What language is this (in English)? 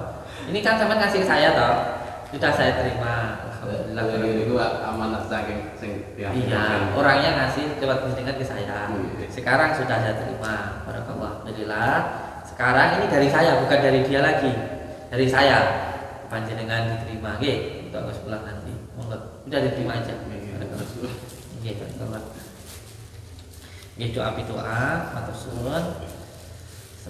Indonesian